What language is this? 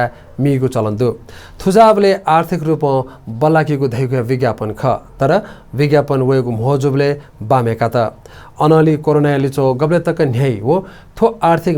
Newari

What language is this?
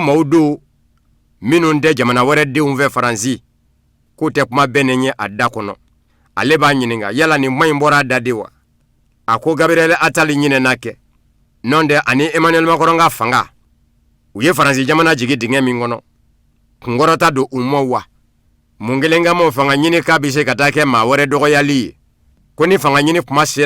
Bambara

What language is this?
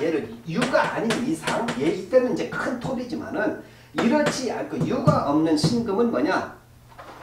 Korean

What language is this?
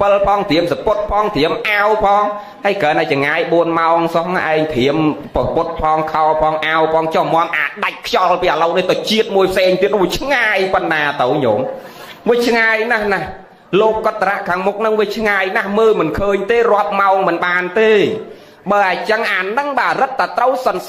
Khmer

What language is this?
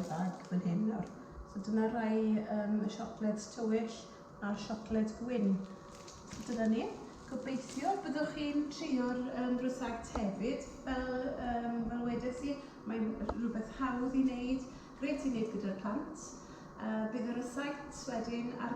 Welsh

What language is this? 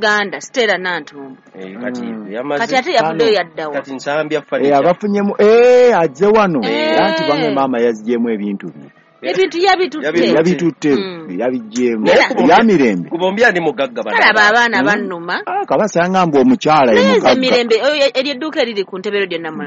Ganda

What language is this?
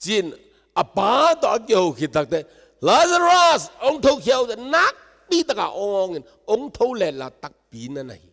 Tedim Chin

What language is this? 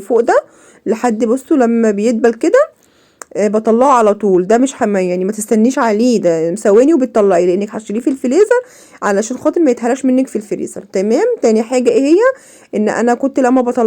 Egyptian Arabic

